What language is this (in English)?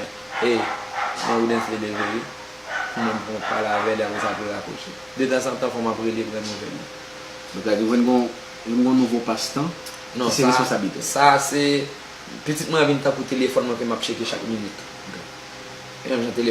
Haitian Creole